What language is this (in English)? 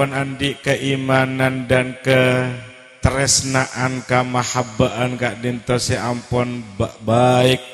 Madurese